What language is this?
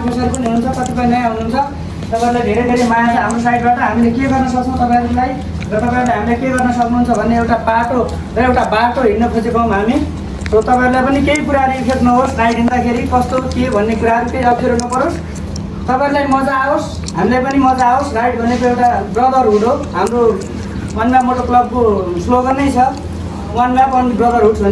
Nepali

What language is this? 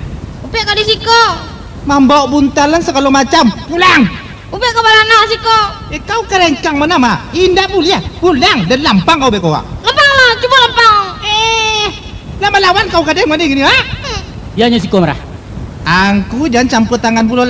Minangkabau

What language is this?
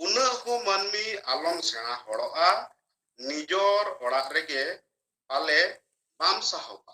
Santali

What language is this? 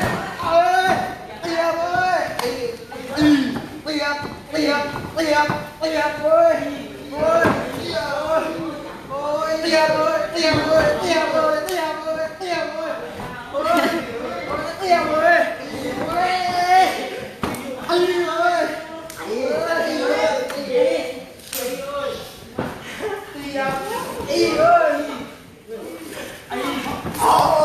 Thai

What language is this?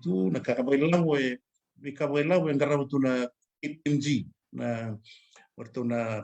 Fijian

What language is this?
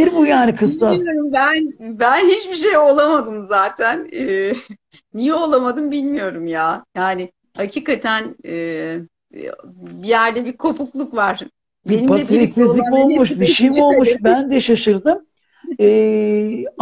Turkish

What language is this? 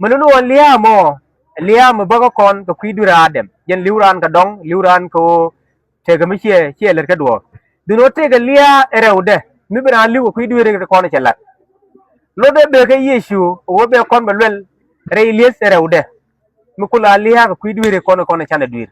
Nuer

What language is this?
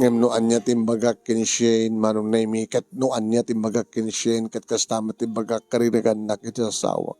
Iloko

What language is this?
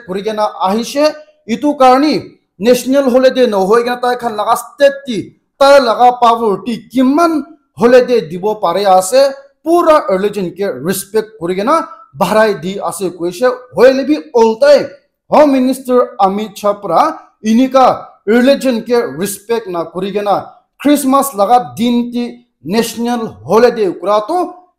Naga Pidgin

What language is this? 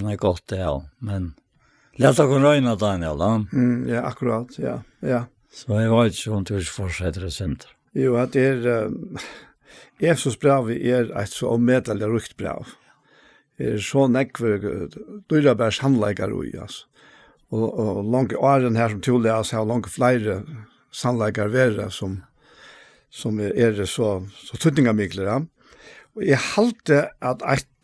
Faroese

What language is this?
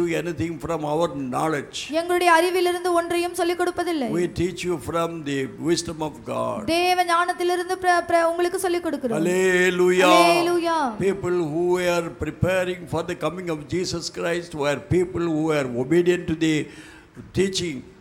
Tamil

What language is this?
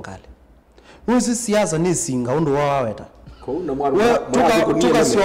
Kamba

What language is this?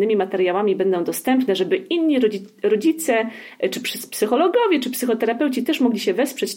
Polish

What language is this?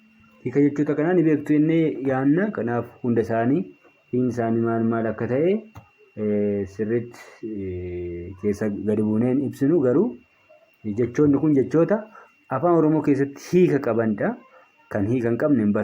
Oromo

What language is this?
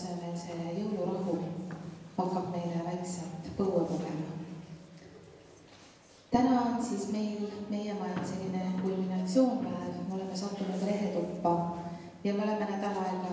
Estonian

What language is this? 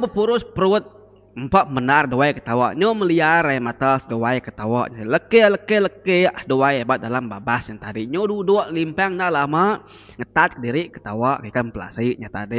Iban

